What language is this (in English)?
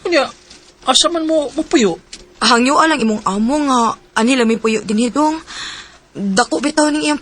Cebuano